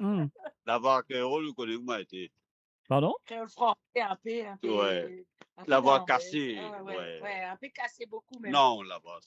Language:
Morisyen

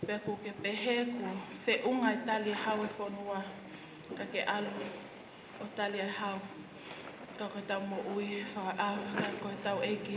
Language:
Tongan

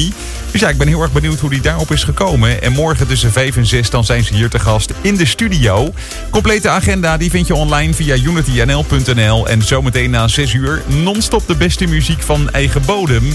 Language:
Dutch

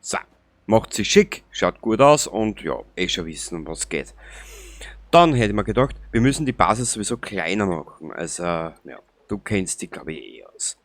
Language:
Bavarian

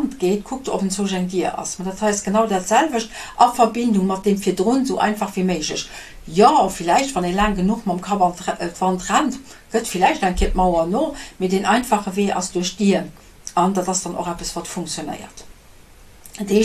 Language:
Luxembourgish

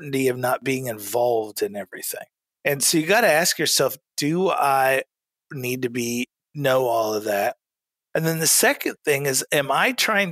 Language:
English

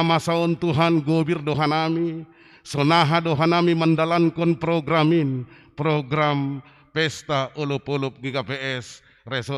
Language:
Batak Simalungun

